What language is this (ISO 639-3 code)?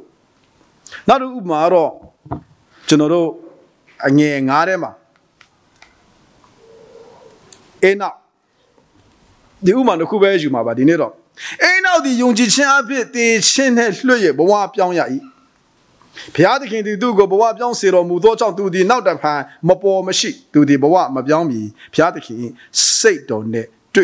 mya